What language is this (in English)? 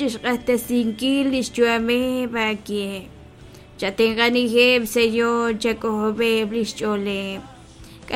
Kekchí